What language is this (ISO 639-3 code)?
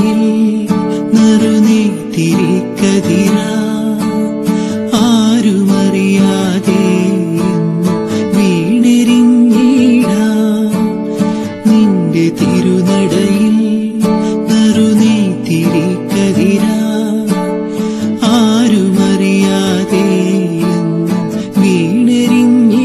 mal